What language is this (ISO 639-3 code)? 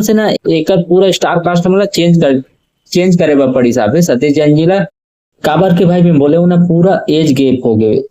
hne